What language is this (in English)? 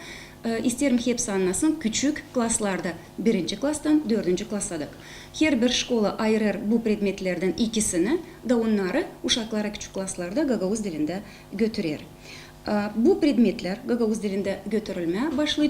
Gagauz